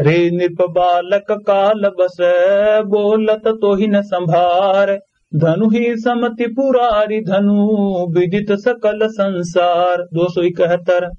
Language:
Awadhi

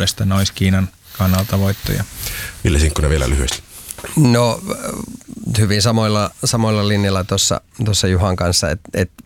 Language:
Finnish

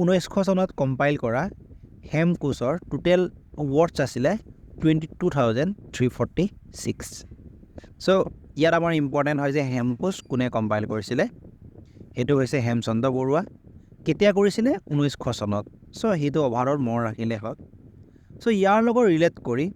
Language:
Assamese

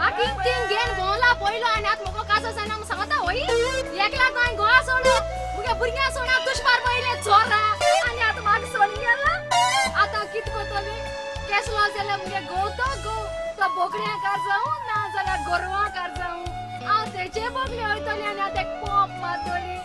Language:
Konkani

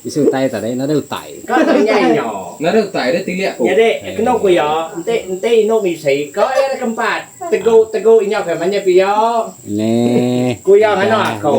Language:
Iban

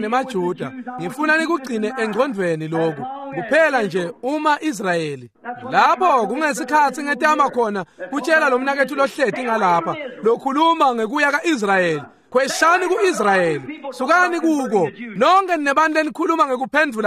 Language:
Swati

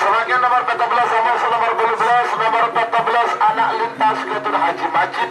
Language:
Madurese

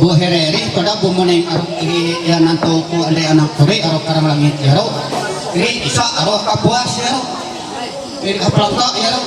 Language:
Ma'anyan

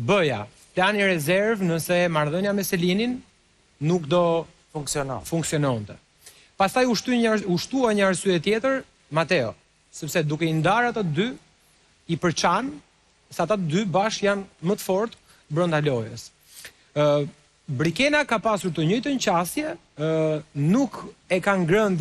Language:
Albanian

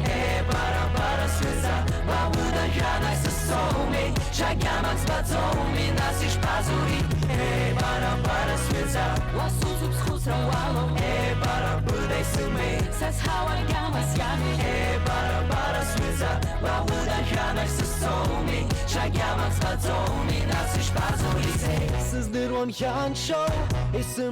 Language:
Abkhazian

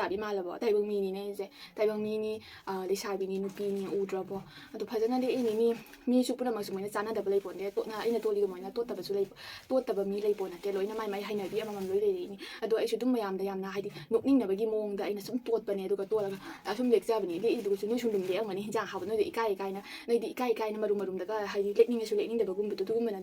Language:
Manipuri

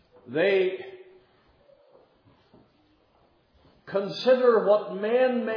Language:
Czech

